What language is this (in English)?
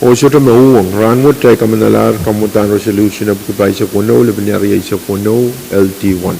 Pohnpeian